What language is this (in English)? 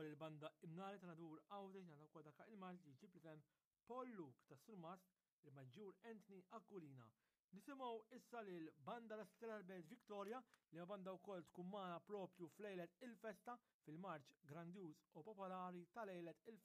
Maltese